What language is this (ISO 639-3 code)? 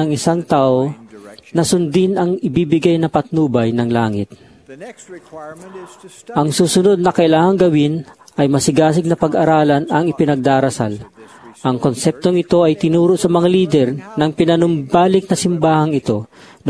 fil